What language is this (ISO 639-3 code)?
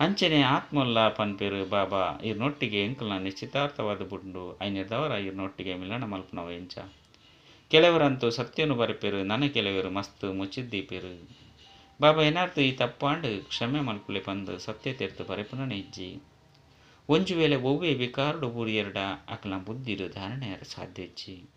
tcy